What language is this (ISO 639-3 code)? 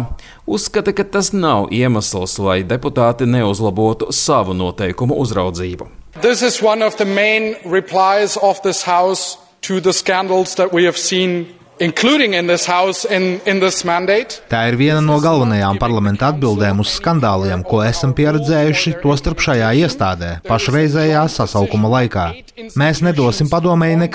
lav